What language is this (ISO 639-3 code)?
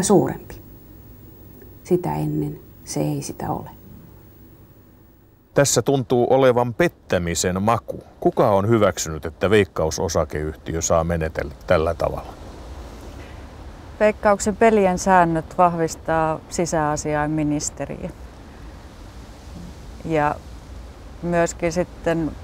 fin